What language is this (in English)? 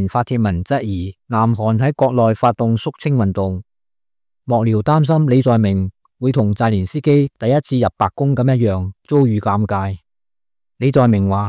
Cantonese